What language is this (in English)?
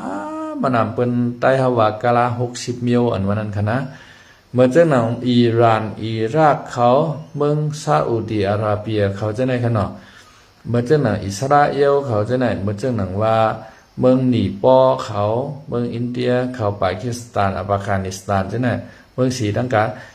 Shan